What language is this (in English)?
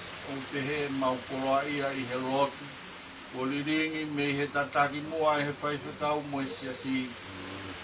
Tongan